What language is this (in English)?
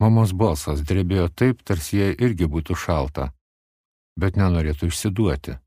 Lithuanian